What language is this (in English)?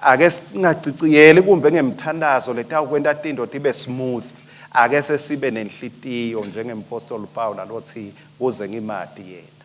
Swati